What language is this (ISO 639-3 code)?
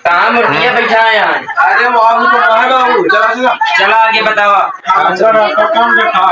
awa